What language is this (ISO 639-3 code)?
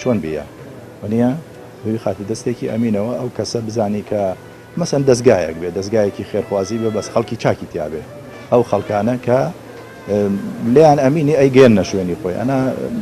ckb